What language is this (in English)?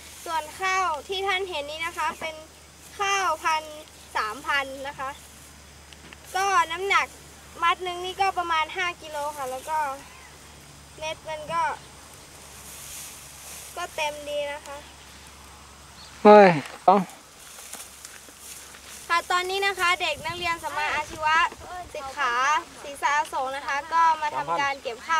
Thai